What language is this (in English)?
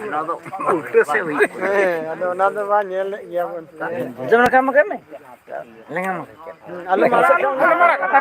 Santali